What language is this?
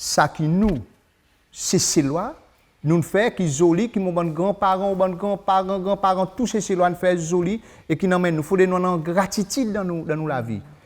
Seselwa Creole French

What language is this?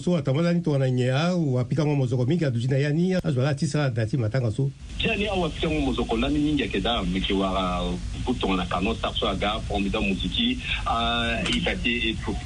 Sango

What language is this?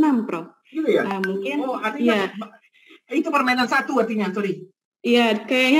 Indonesian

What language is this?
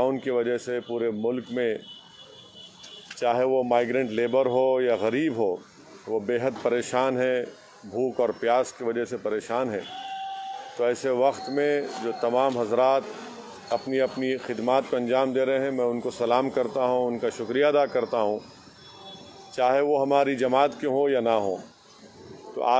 Urdu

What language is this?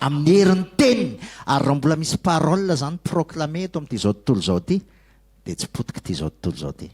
Malagasy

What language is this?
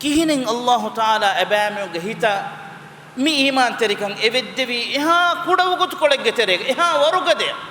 Divehi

